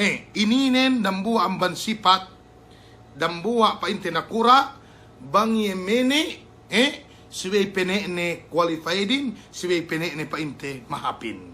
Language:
Yakan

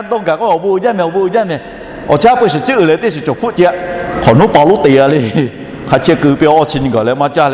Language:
Lahu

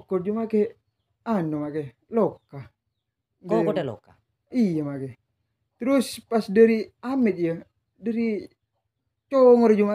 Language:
Madurese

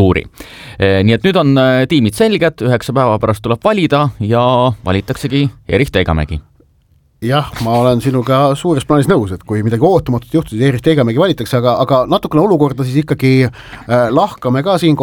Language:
Estonian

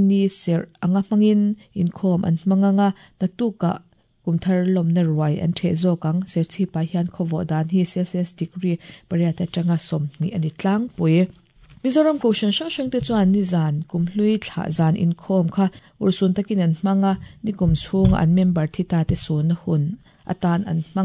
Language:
Mizo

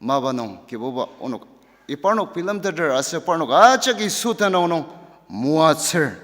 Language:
Ao Naga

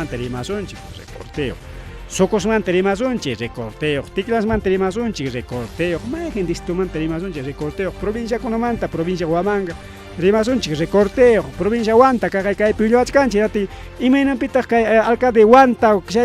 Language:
Ayacucho Quechua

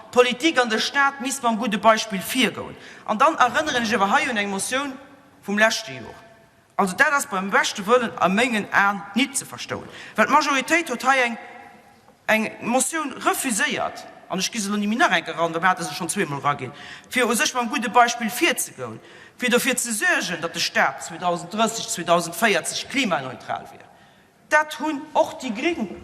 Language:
Luxembourgish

